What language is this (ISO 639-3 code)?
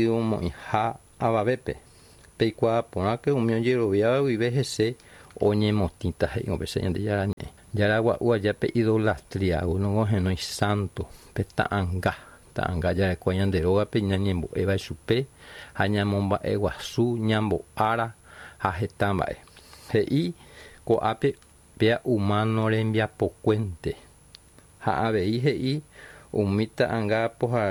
grn